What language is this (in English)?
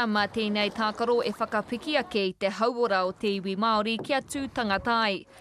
Māori